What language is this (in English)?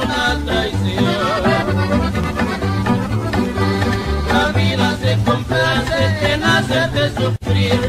Spanish